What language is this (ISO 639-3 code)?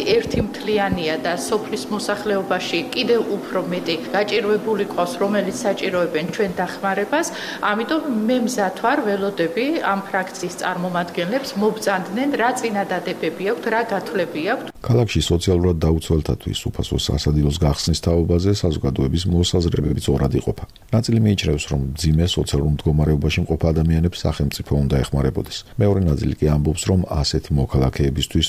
kat